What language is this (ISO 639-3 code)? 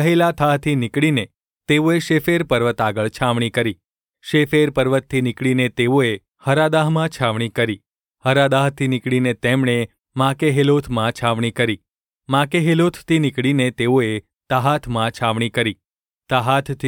guj